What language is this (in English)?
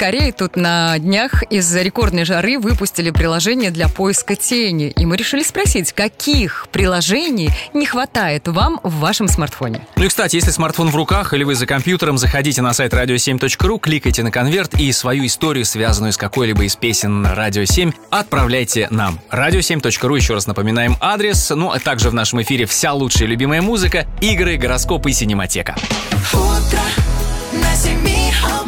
Russian